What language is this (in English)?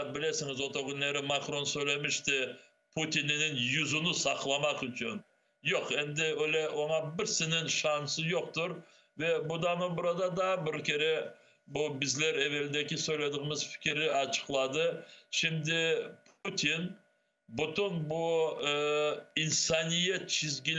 Crimean Tatar